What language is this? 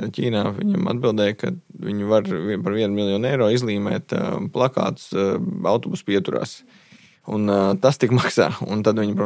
Latvian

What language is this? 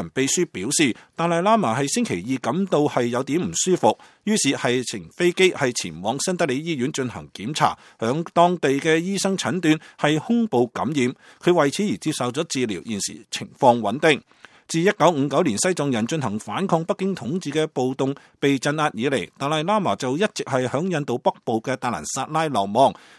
Cantonese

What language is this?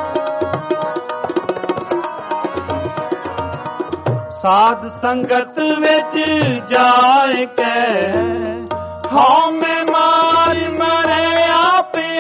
Punjabi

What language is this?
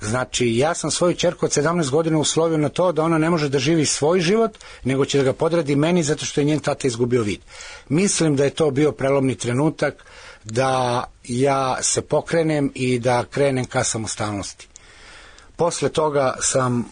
Serbian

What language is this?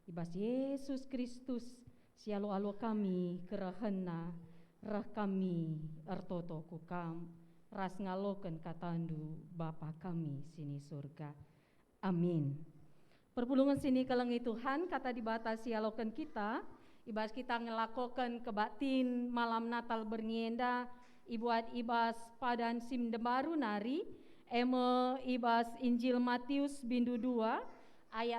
Batak Karo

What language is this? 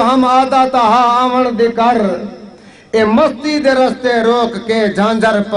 Saraiki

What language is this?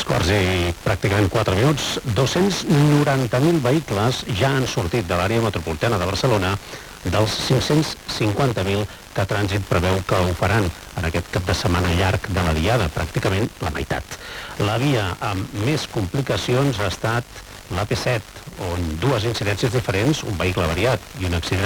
Catalan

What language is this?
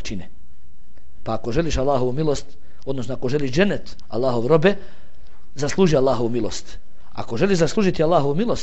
Bosnian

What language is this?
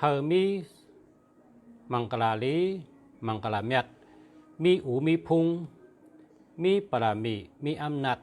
Shan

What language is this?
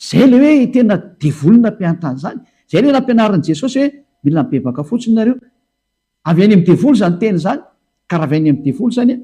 Malagasy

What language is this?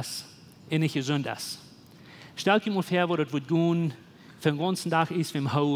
Plautdietsch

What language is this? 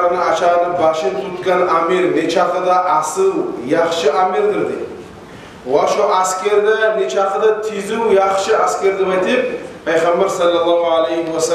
Kumyk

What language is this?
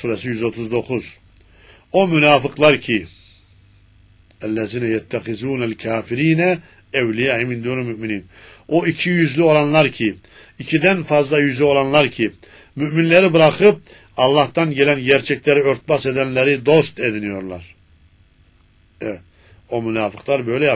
Turkish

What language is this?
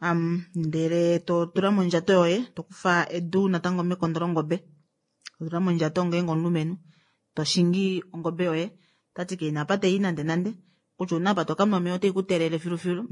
Kuanyama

